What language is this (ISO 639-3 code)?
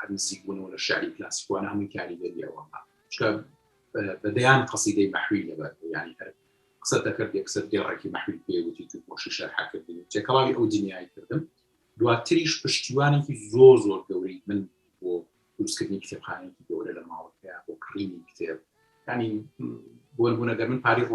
ckb